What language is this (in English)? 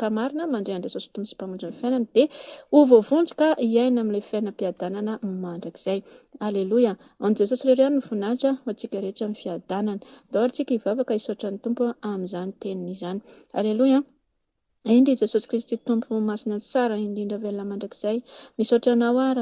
Malagasy